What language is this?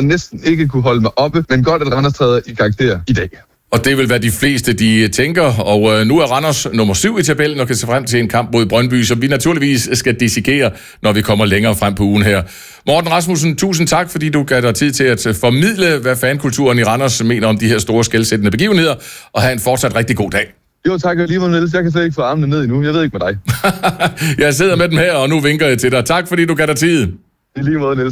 Danish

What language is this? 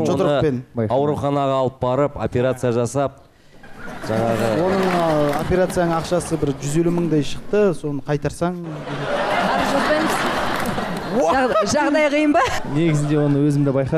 Kazakh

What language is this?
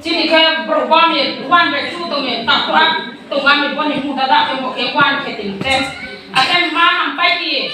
Riang (India)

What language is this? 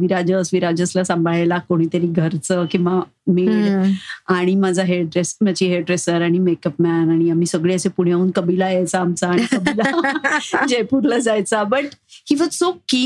Marathi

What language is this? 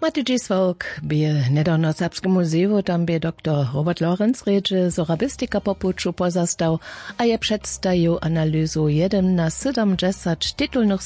Upper Sorbian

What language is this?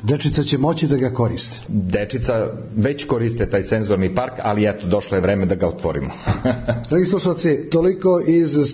Serbian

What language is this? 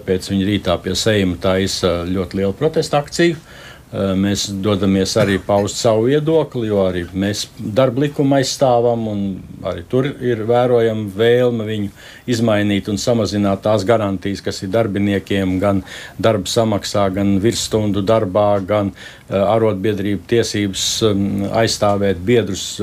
Latvian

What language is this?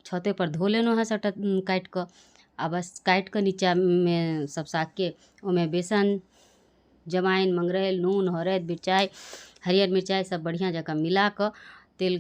Maithili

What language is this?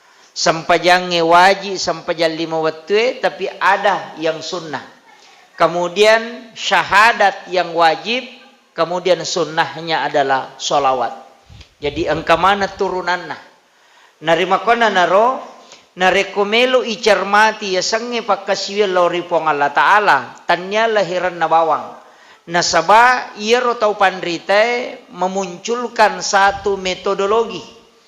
Buginese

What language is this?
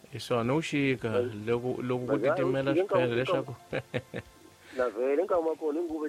Tsonga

